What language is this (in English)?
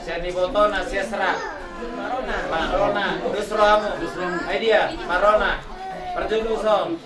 Batak Toba